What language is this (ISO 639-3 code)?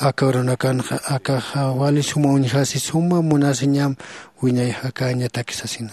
aym